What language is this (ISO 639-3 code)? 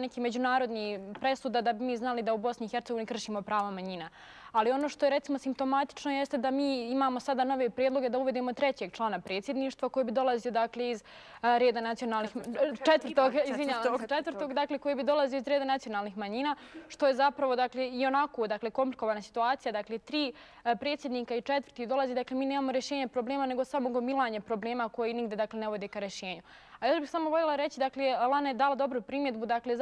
bos